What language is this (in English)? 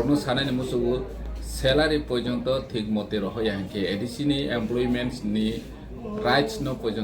Kok Borok